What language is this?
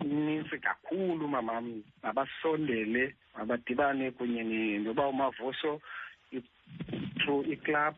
Xhosa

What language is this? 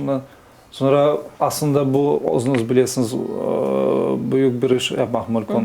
Crimean Tatar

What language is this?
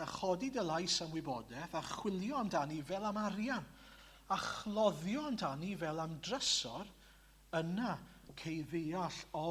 Welsh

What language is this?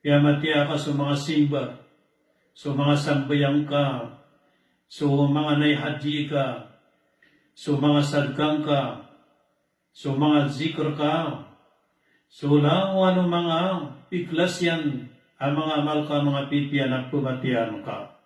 Maranao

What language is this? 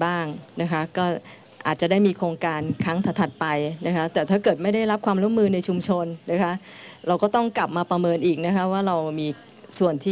Thai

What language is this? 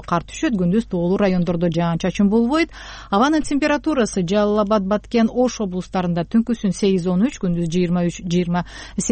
Kyrgyz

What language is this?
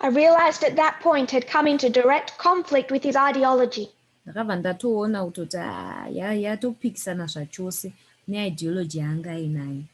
Shona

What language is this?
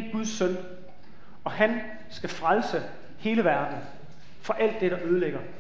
Danish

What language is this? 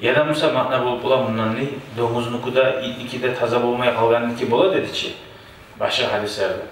Kumyk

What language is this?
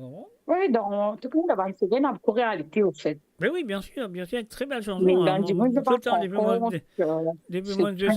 Morisyen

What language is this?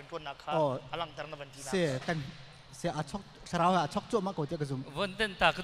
Hakha Chin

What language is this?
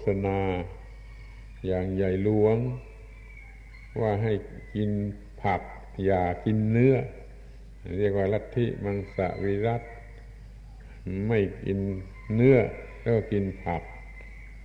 Thai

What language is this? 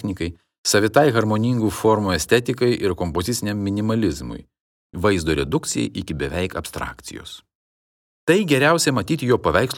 Lithuanian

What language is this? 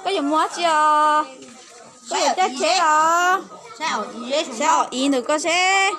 Hmong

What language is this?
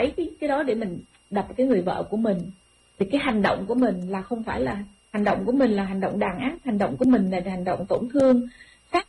Vietnamese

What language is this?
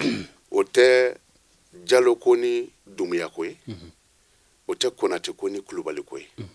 Bambara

